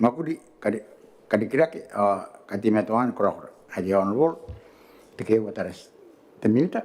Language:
Gilbertese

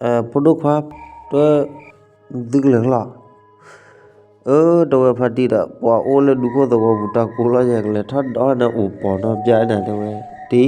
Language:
S'gaw Karen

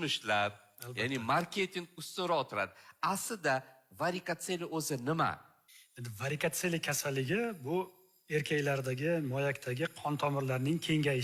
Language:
Uzbek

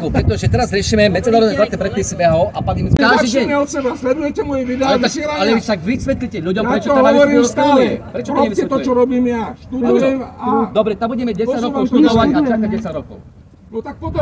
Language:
Slovak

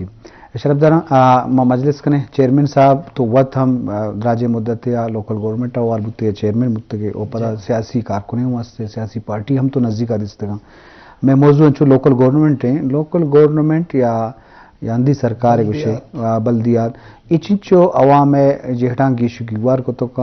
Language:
Eastern Balochi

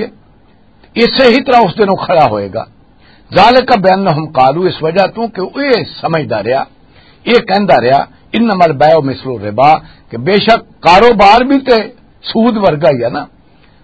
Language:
Western Panjabi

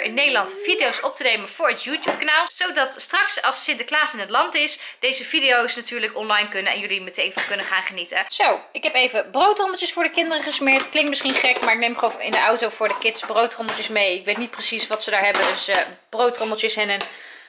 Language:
Dutch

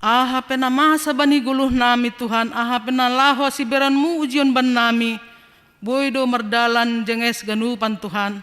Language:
Batak Simalungun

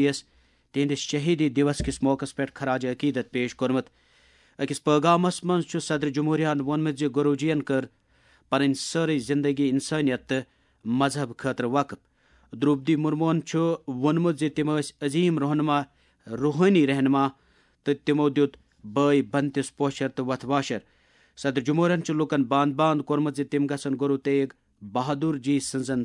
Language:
Kashmiri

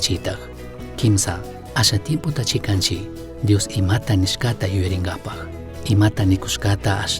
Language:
Chimborazo Highland Quichua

